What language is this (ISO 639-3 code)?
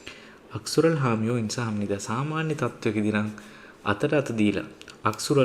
sin